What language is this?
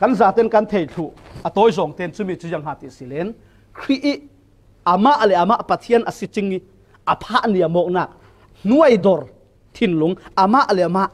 Falam Chin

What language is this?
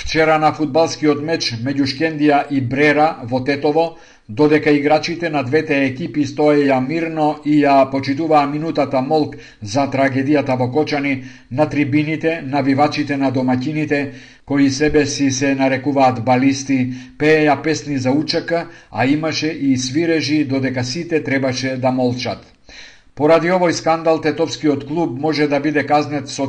Macedonian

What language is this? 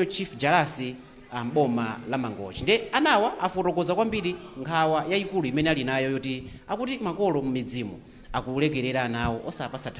Nyanja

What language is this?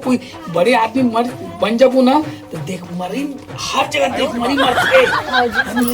Chhattisgarhi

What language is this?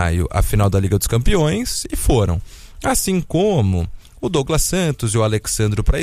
Portuguese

